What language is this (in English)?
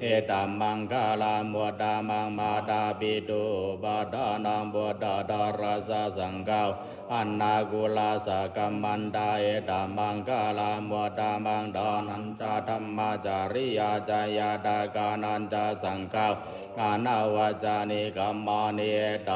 Pali